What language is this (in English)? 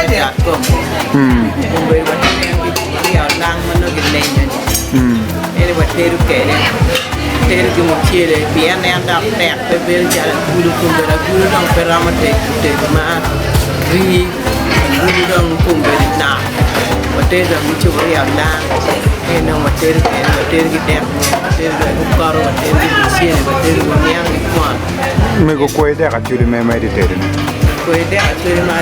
Acoli